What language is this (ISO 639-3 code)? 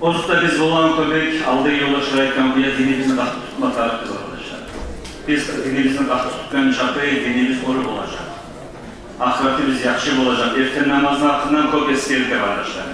kum